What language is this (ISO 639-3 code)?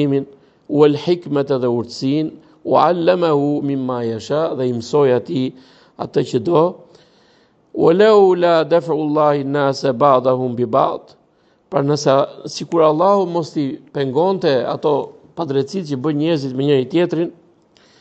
sqi